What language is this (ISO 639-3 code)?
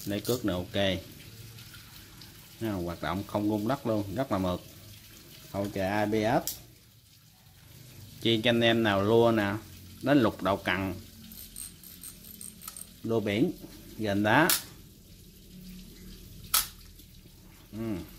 vie